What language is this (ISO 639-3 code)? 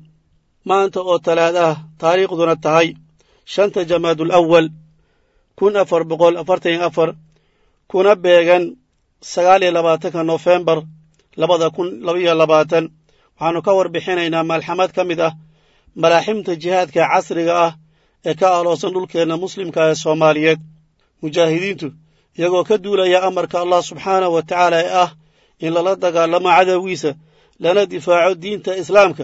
som